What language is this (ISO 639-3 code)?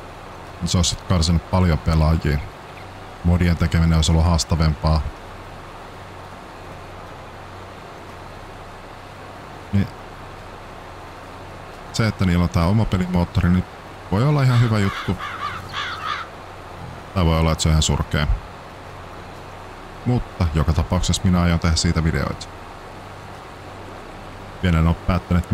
fin